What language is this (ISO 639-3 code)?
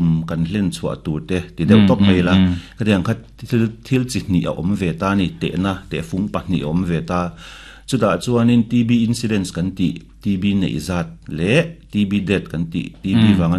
lus